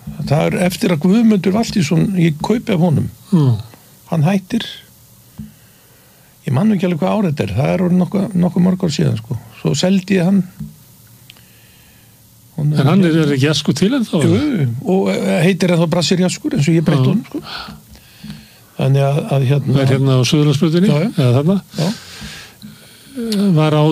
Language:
Icelandic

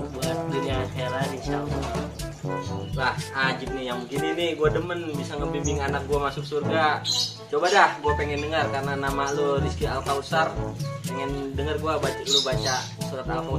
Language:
Betawi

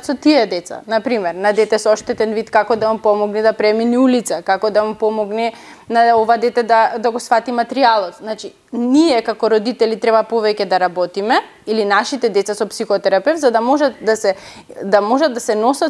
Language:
Macedonian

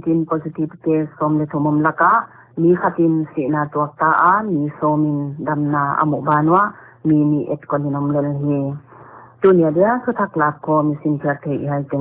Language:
Paite Chin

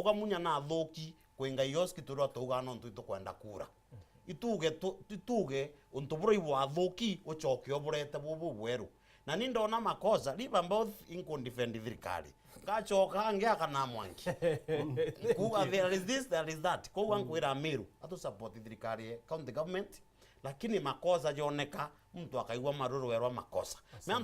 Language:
Meru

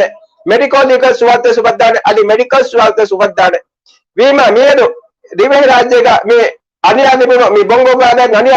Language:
Divehi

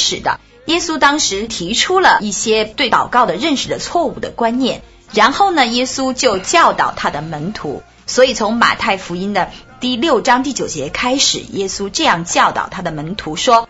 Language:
Chinese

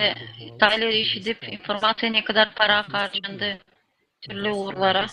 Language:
Gagauz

